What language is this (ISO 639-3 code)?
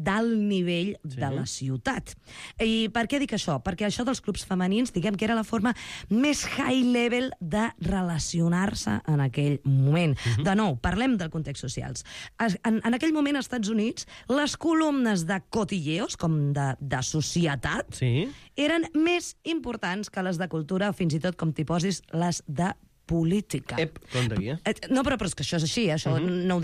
cat